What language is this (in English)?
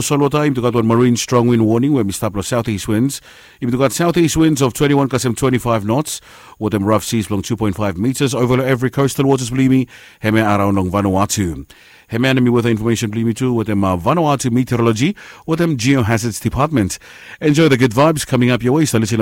Bislama